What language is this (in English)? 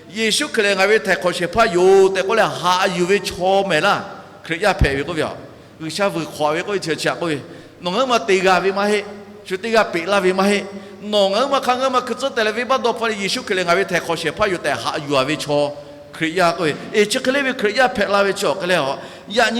Lahu